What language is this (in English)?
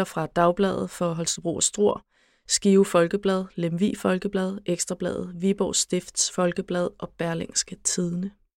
Danish